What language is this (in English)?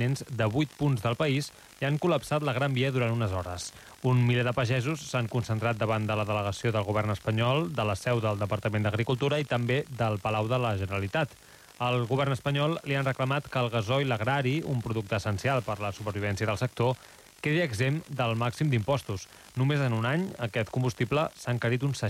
Catalan